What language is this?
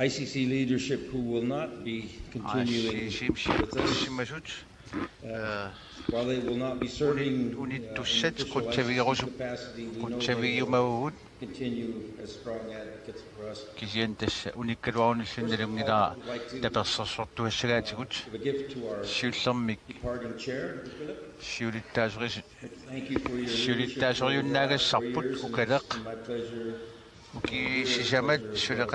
Kalaallisut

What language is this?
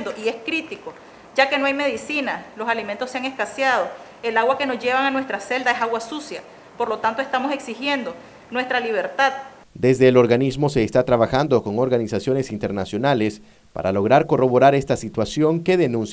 Spanish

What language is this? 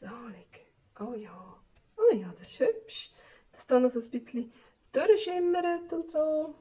Swiss German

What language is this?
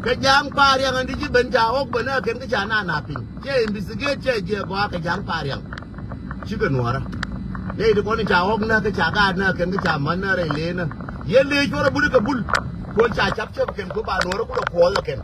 Nuer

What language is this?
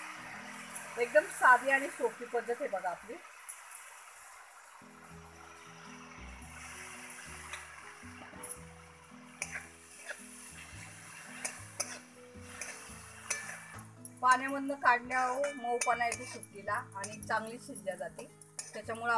Marathi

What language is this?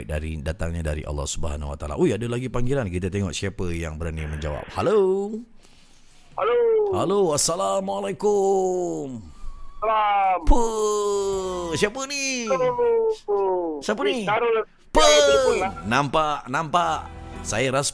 Malay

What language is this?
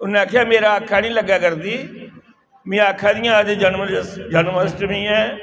Dogri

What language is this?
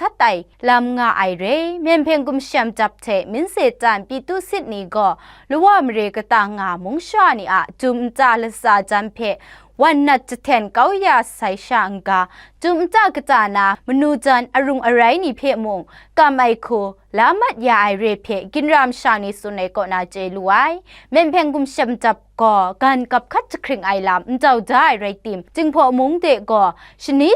Kachin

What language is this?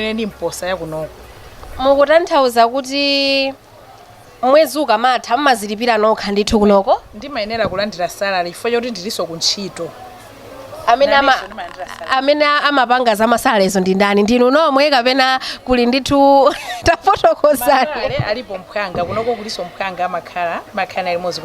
Nyanja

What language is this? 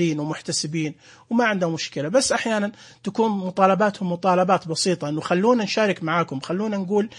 Najdi Arabic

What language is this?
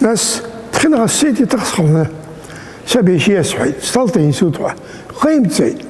Abkhazian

